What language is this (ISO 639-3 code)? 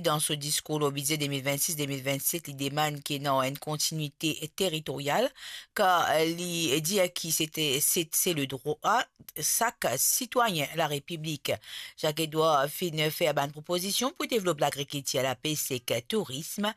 mfe